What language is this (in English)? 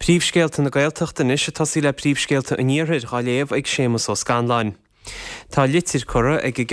Irish